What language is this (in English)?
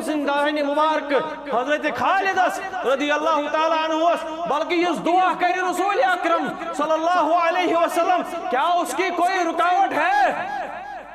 Kashmiri